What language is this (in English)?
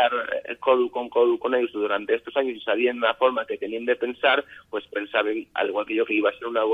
Asturian